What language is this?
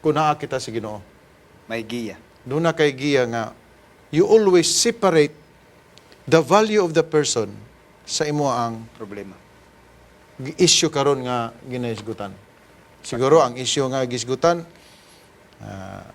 Cebuano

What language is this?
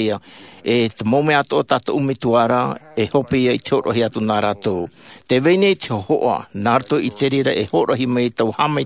Tahitian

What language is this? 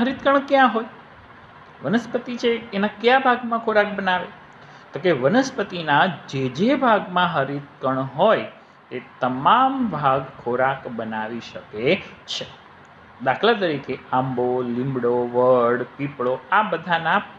Gujarati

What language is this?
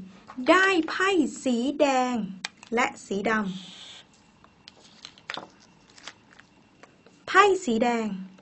Thai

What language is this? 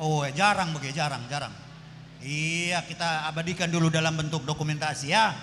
Batak Karo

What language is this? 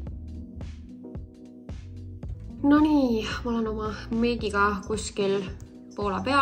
Estonian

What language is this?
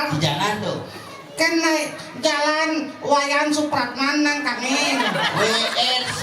Balinese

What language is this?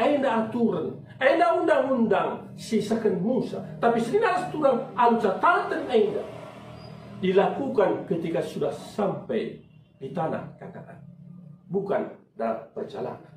Batak Karo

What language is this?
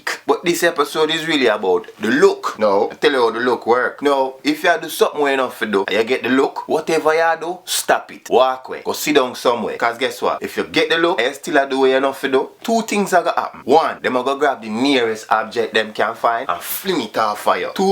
Jamaican Creole English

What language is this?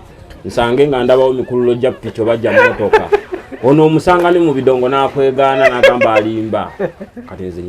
Ganda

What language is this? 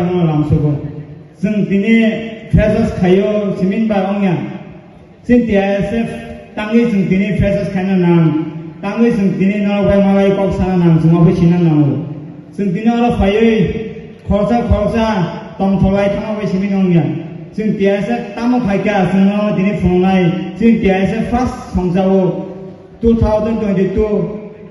Kok Borok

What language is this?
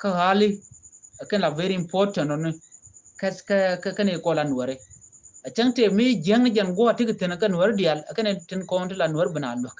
Nuer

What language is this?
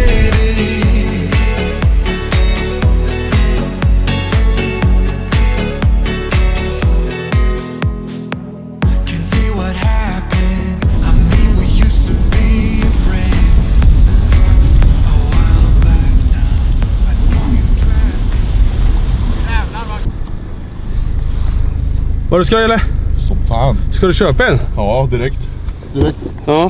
Swedish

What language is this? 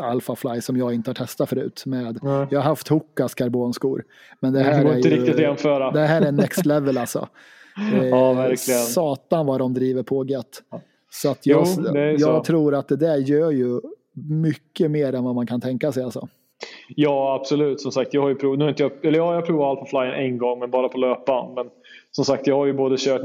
Swedish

